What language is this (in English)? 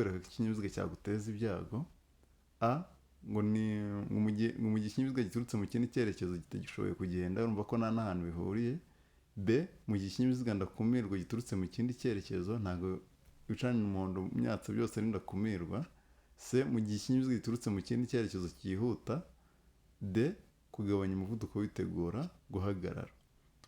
Kinyarwanda